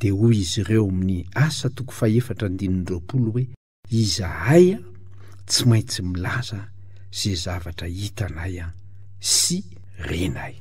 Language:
Malagasy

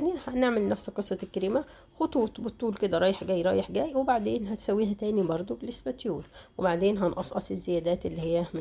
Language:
Egyptian Arabic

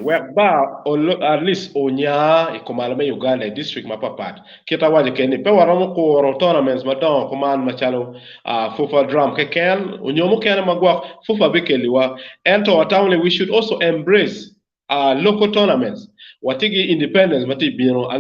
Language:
Acoli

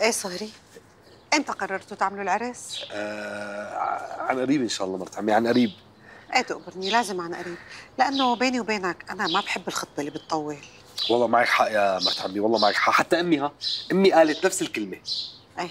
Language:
North Levantine Arabic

